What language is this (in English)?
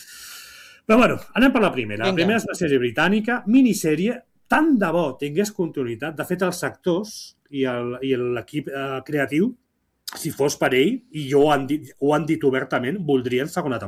Catalan